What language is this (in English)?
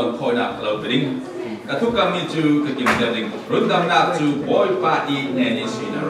Falam Chin